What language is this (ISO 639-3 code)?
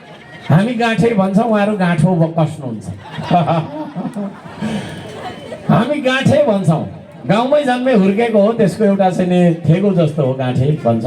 nep